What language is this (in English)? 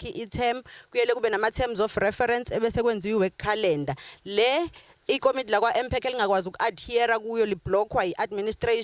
Zulu